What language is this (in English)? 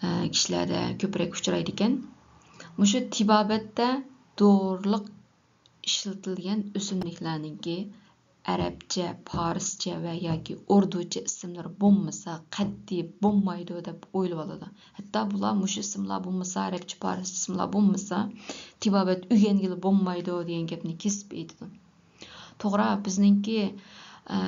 Uyghur